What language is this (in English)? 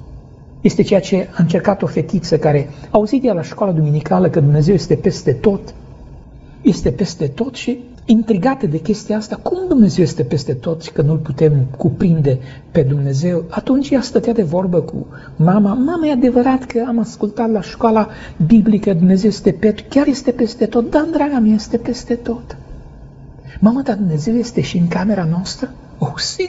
Romanian